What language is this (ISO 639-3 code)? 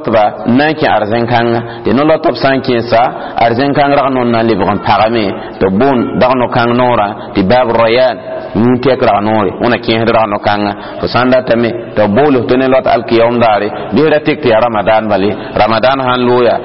mos